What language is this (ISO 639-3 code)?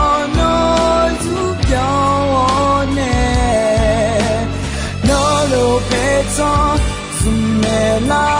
ahk